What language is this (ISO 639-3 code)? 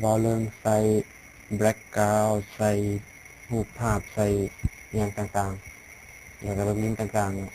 lao